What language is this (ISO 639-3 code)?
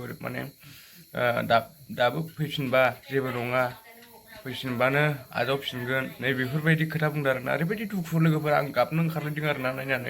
brx